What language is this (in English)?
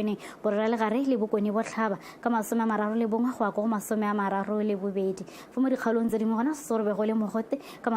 Tswana